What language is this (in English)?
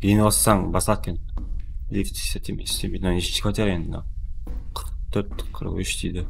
Kara-Kalpak